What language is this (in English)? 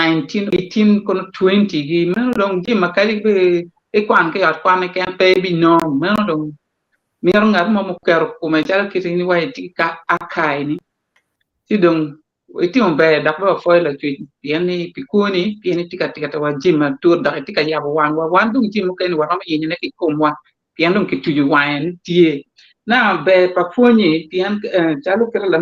Acoli